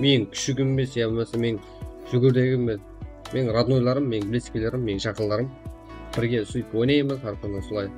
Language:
Kara-Kalpak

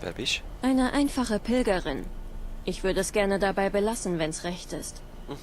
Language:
Swiss German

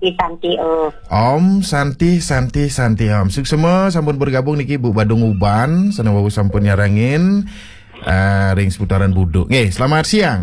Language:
Balinese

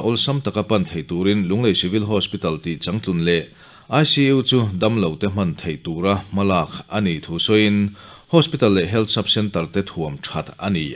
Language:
Mizo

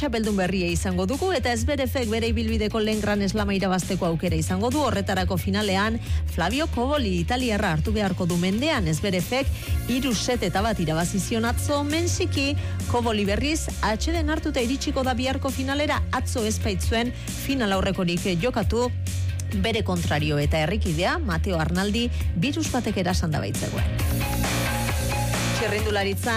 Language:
Basque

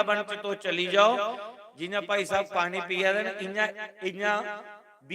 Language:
Dogri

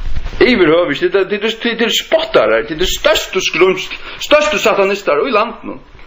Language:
Faroese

